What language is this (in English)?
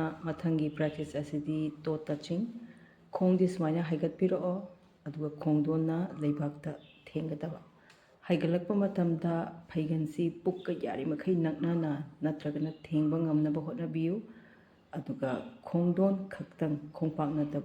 Manipuri